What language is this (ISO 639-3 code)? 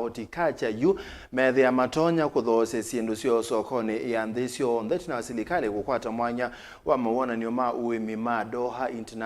kam